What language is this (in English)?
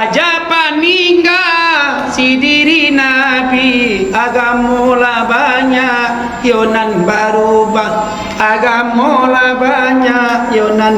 Minangkabau